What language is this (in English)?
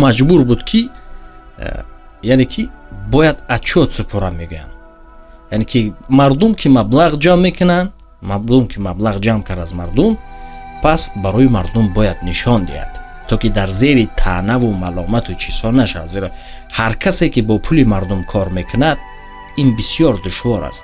Tajik